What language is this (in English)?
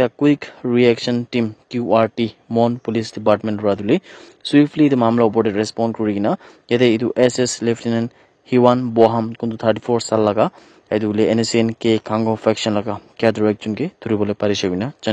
Naga Pidgin